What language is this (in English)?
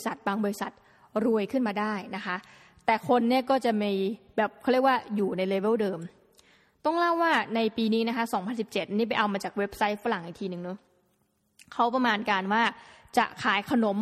Thai